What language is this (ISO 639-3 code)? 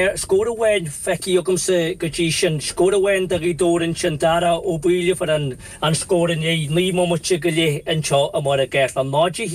gle